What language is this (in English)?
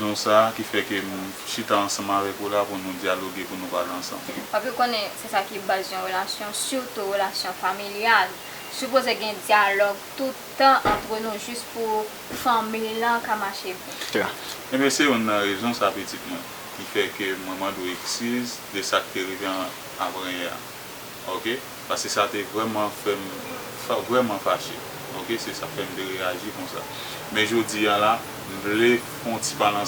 Haitian Creole